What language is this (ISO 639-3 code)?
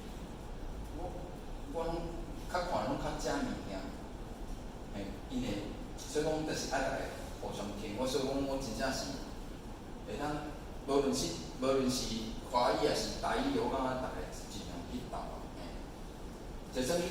nan